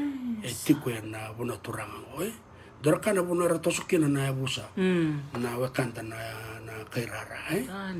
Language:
Fijian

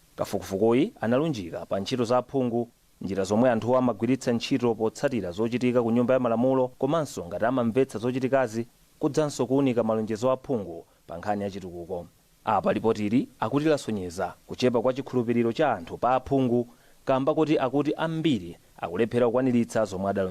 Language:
Nyanja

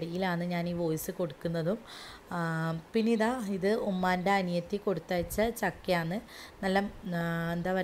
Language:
Malayalam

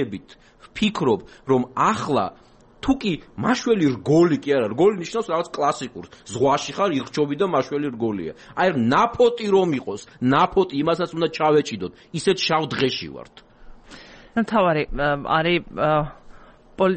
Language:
Georgian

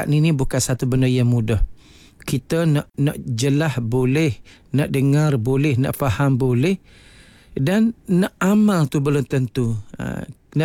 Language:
Malay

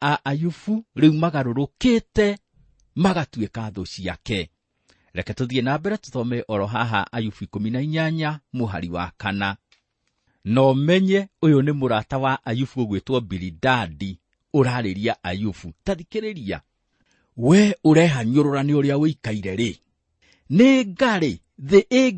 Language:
Kikuyu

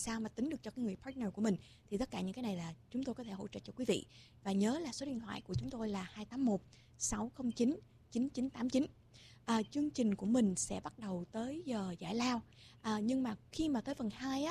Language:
Vietnamese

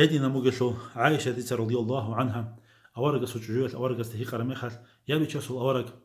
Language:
Avaric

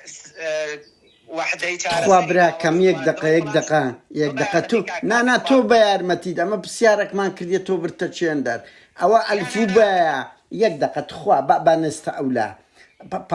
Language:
Central Kurdish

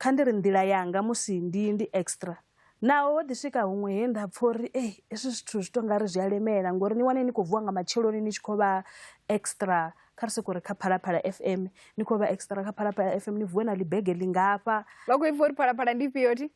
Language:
Venda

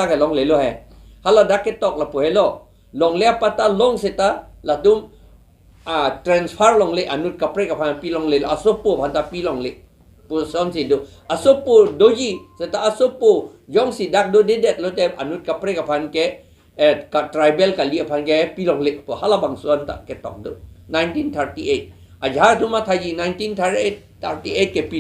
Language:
Karbi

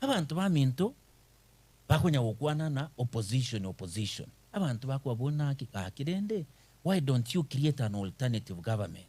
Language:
Gusii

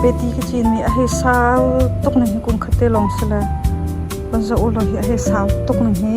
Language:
Hakha Chin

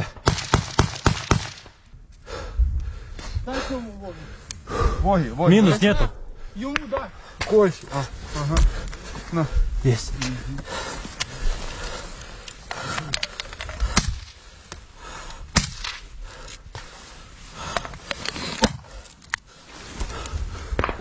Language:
Ukrainian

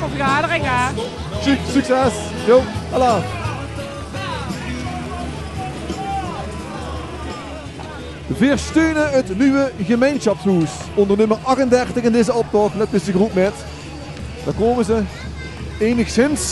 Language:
Dutch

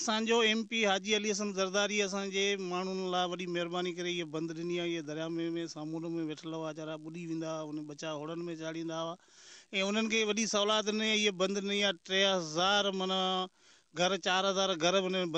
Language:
Sindhi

